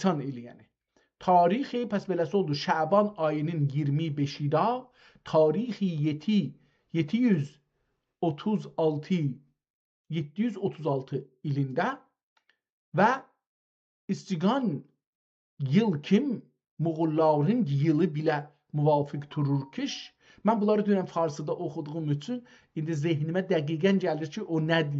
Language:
South Azerbaijani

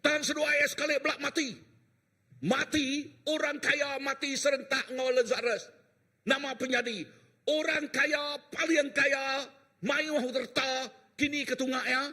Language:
Iban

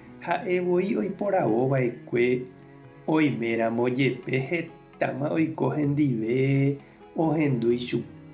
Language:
Guarani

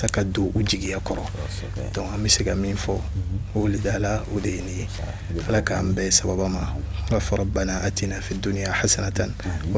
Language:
Bambara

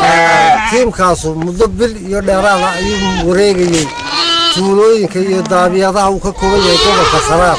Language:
Somali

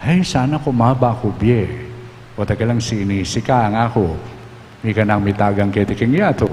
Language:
Pampanga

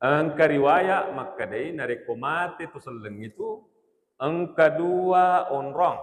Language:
Buginese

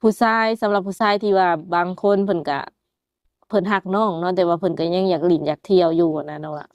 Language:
Lao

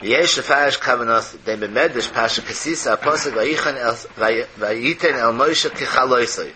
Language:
Yiddish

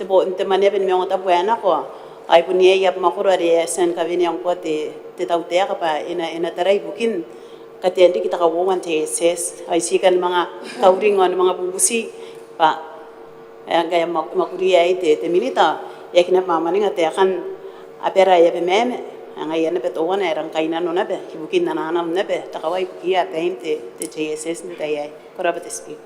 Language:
Gilbertese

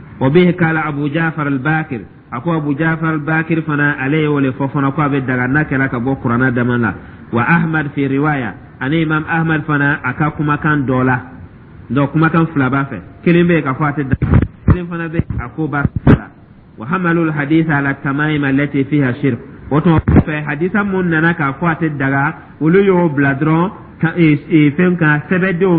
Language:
Dyula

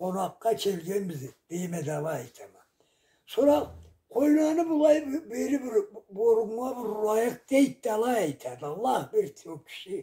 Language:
Karachay-Balkar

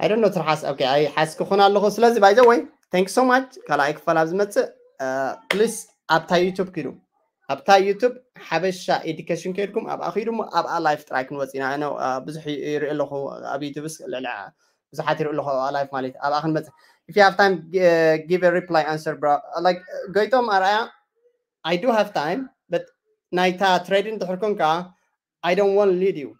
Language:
Tigrinya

